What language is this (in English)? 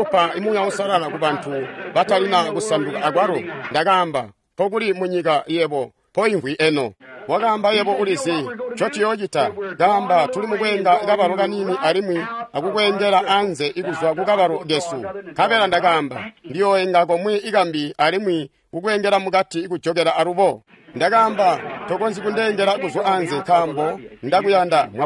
Tonga (Zambia)